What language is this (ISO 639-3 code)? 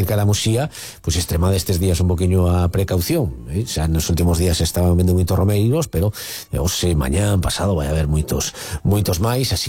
glg